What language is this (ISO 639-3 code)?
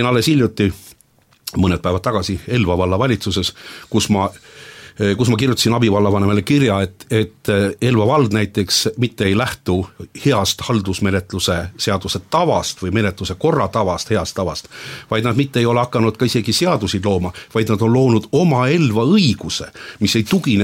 est